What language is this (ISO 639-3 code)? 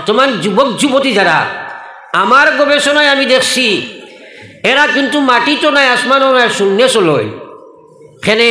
syl